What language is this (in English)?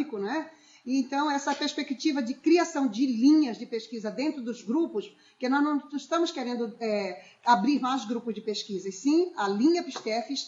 Portuguese